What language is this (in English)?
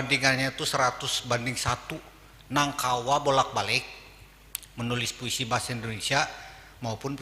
Banjar